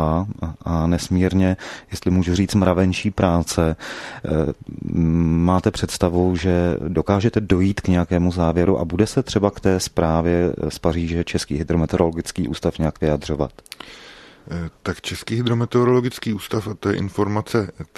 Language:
Czech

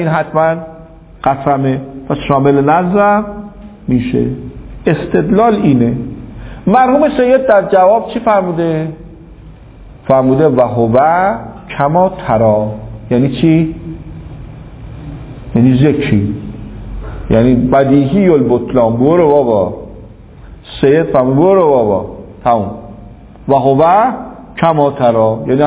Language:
Persian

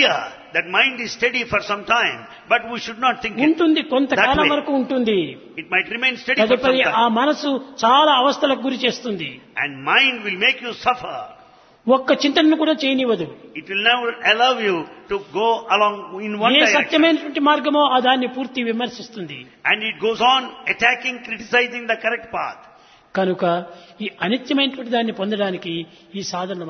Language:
Telugu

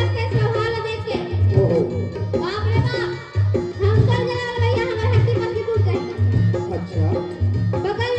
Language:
Chhattisgarhi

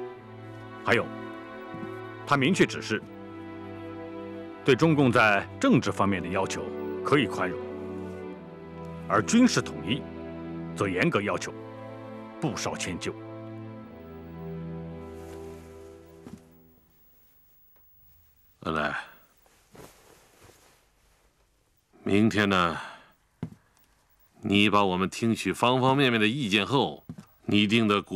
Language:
Chinese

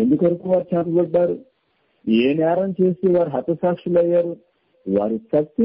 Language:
Telugu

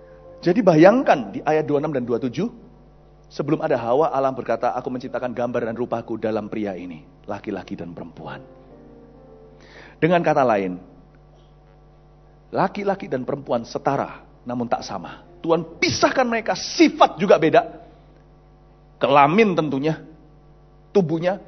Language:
Indonesian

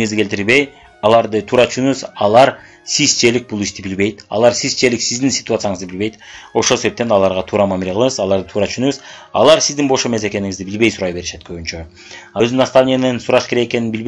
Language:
Kyrgyz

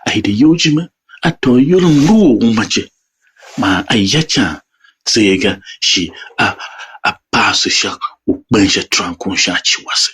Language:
Tiv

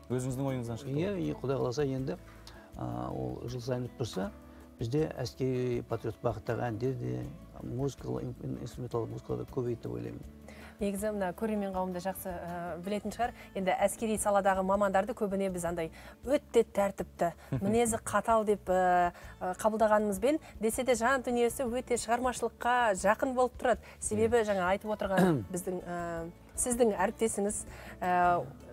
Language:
Kazakh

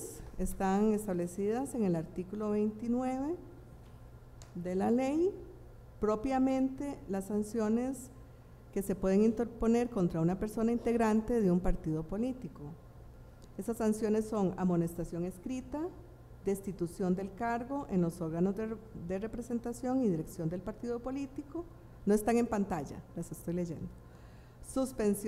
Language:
Spanish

